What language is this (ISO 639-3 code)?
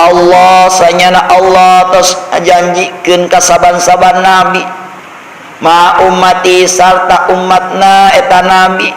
sun